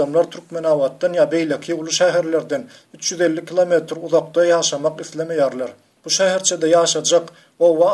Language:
Turkmen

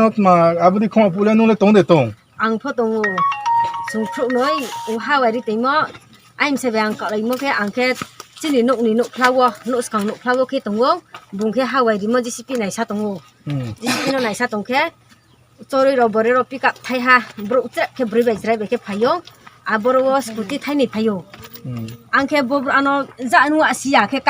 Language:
Riang (India)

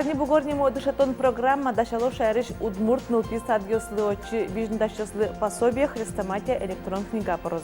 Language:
Udmurt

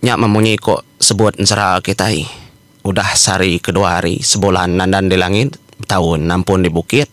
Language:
Iban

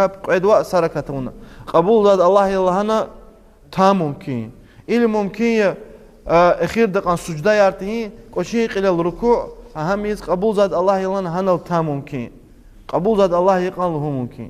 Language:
Lezghian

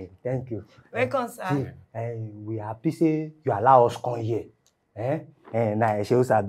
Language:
Nigerian Pidgin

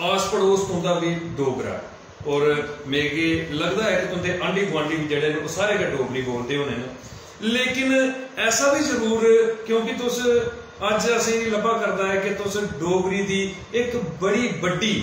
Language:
Dogri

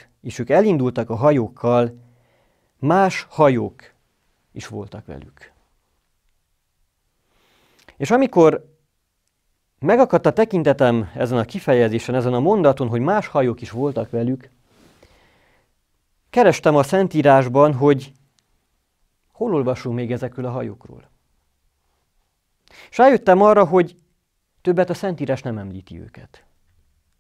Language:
Hungarian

